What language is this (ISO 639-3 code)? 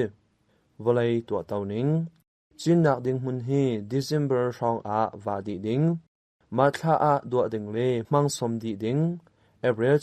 cnh